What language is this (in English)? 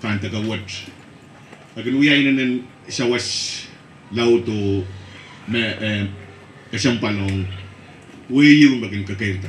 Pohnpeian